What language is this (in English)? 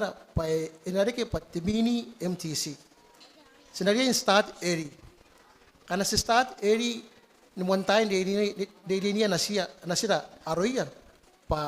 Gilbertese